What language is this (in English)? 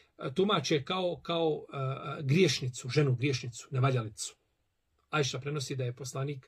Bosnian